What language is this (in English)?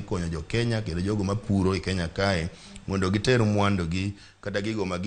Luo (Kenya and Tanzania)